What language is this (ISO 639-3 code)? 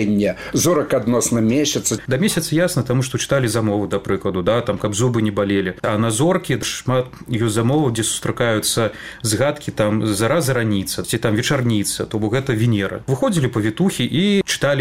bel